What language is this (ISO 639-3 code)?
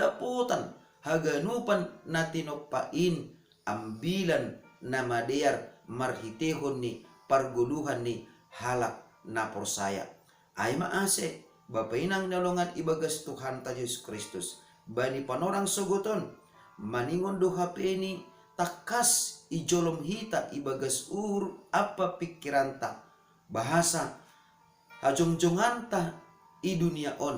bts